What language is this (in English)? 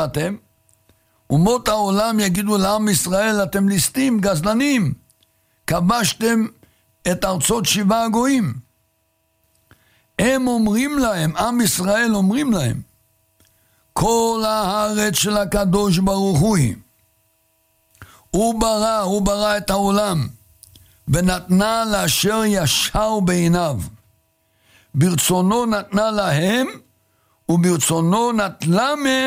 Hebrew